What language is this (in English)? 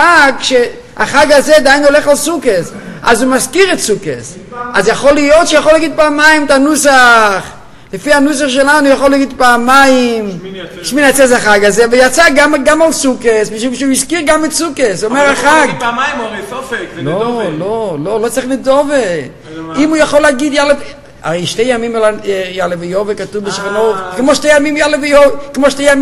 Hebrew